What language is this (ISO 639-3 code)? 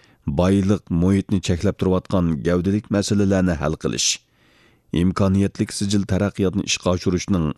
uig